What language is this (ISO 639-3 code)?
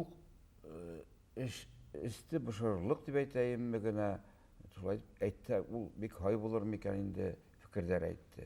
bak